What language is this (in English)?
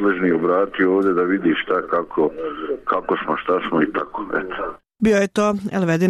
Bosnian